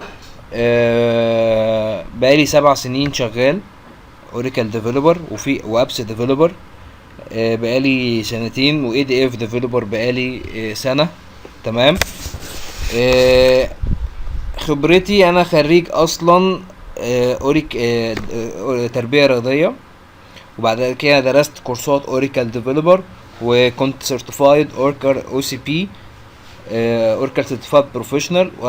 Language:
Egyptian Arabic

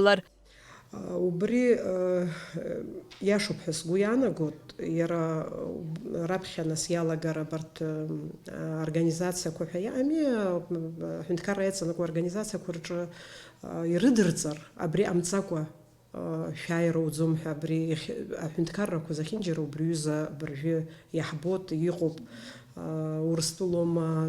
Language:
Abkhazian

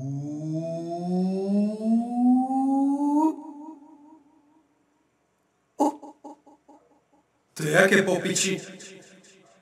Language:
Slovak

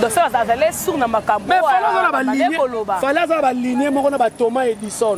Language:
Lingala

